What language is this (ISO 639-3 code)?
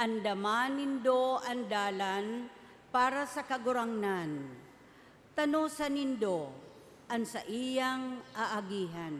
bik